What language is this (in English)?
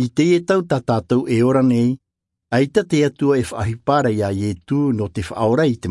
Tahitian